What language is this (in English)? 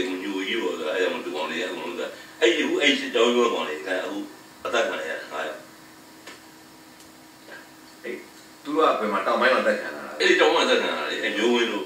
Burmese